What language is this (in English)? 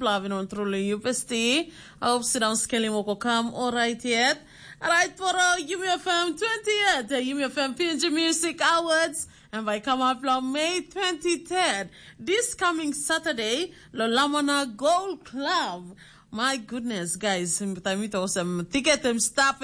Tok Pisin